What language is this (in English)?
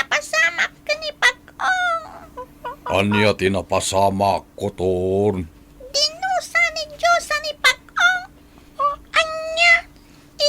Iloko